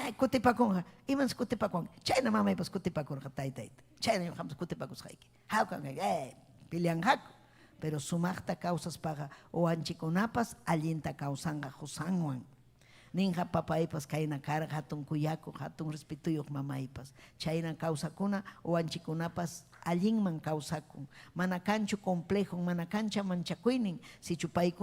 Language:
Ayacucho Quechua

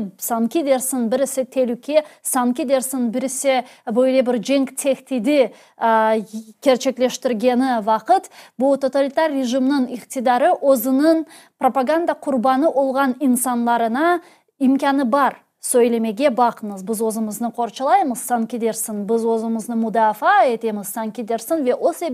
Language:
Crimean Tatar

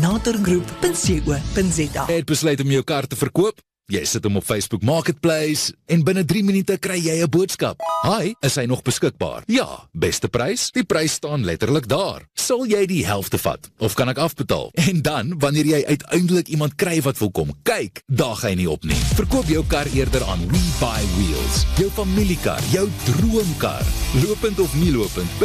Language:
Afrikaans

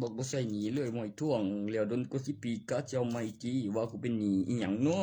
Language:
Northeastern Thai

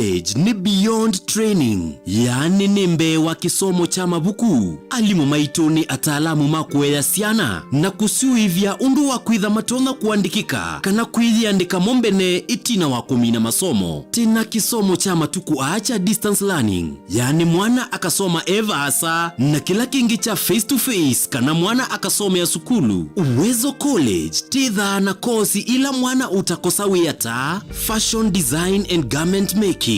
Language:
Kamba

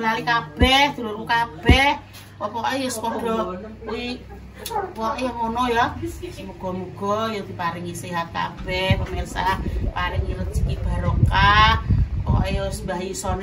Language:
Javanese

